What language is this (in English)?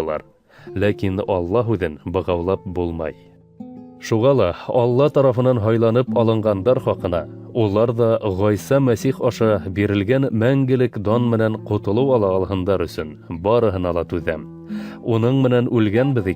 Bashkir